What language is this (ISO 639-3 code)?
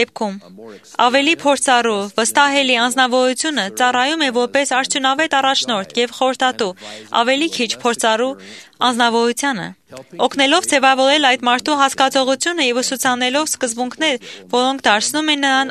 hye